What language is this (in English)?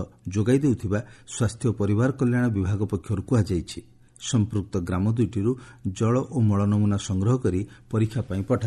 Odia